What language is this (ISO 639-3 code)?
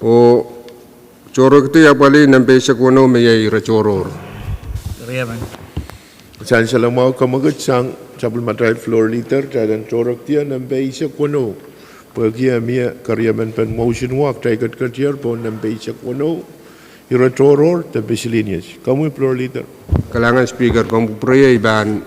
pon